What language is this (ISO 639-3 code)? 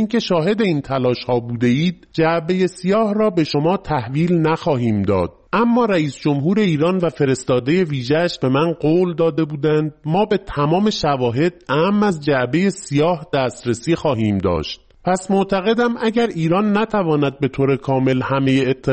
fas